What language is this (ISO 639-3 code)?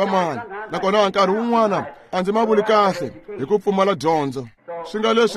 tso